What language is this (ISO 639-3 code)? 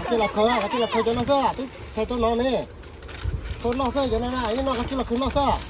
hmn